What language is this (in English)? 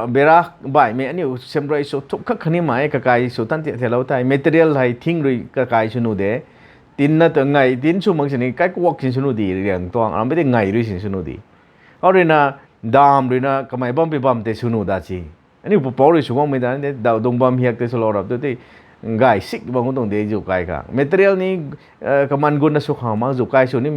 Rongmei Naga